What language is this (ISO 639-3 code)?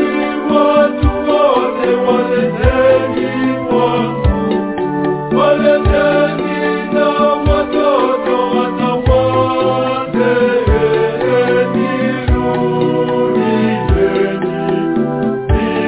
swa